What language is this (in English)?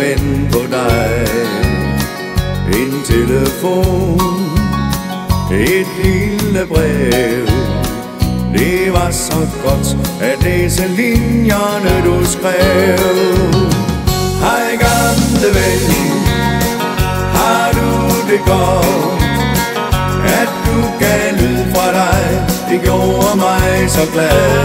Danish